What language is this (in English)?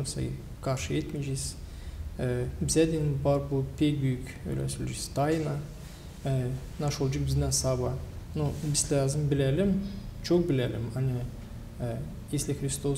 Gagauz